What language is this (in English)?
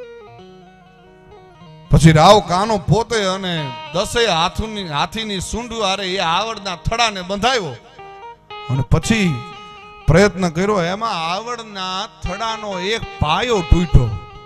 Gujarati